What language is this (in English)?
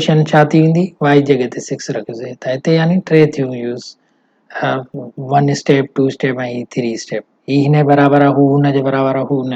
Sindhi